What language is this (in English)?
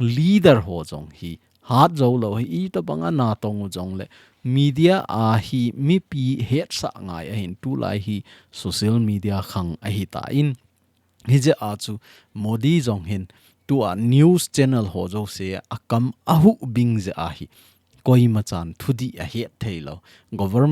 Thado Chin